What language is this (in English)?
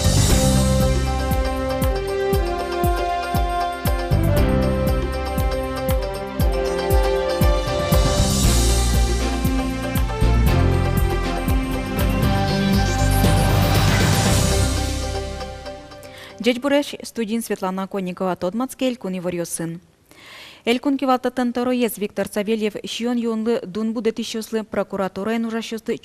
Udmurt